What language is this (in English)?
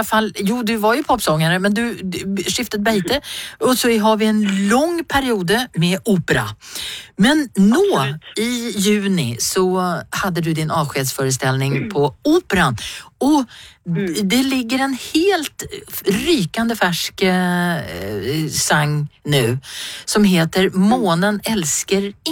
Norwegian